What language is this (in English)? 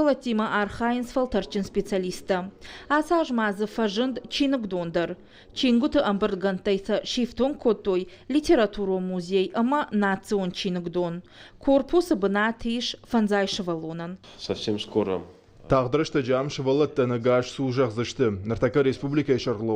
Ossetic